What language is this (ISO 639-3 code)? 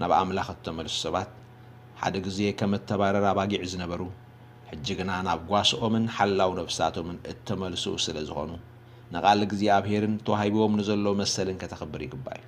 tir